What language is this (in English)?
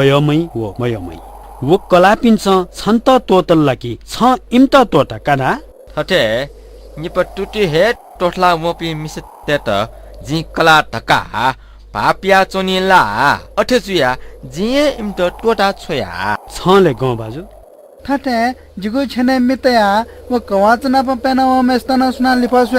Newari